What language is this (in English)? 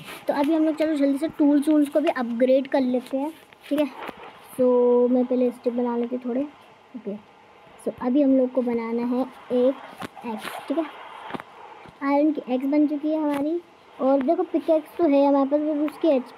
Hindi